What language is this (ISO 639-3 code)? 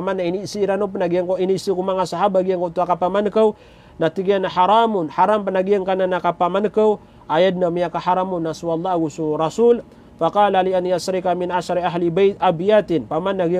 mrw